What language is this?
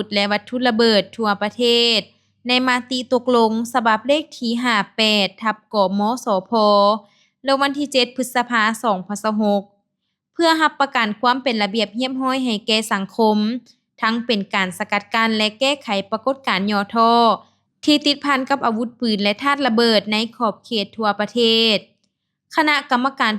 Lao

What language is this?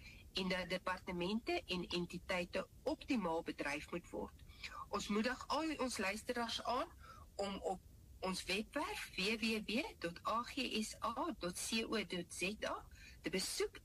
Afrikaans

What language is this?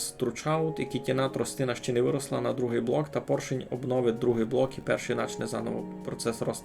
Rusyn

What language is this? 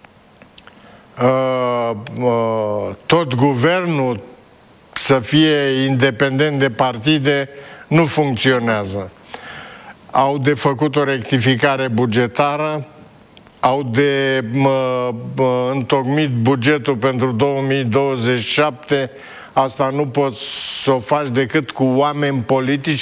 Romanian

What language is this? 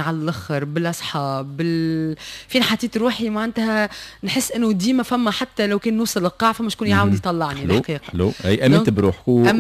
Tunisian Arabic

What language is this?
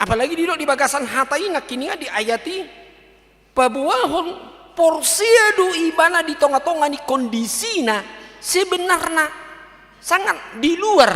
Batak Toba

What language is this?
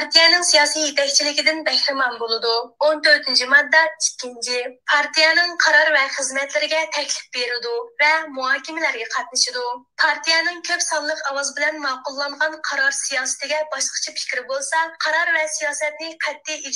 Uyghur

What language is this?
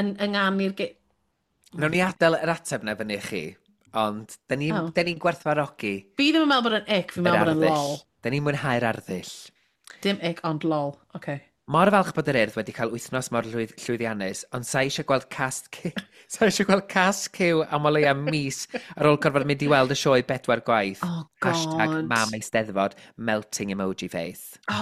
Welsh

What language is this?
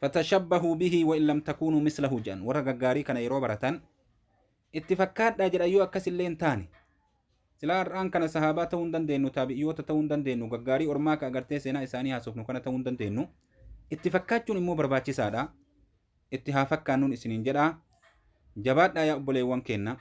Oromo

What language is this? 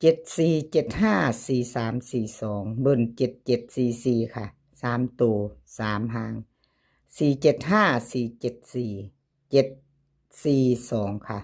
Northeastern Thai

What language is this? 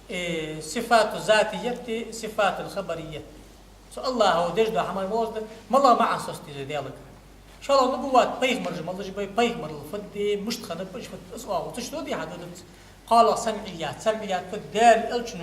Ingush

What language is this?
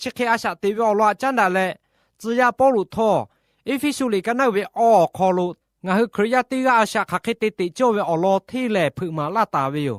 Lahu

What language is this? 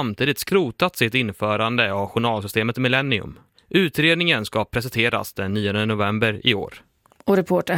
Swedish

